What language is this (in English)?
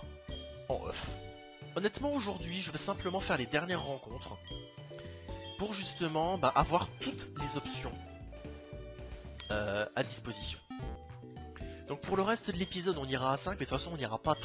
French